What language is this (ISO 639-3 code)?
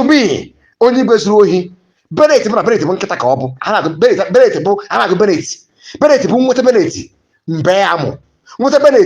ibo